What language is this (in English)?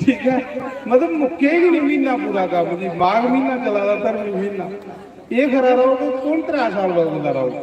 Dogri